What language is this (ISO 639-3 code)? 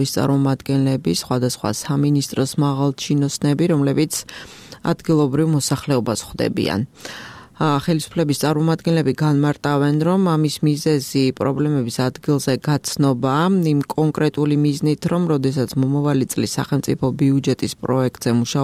kat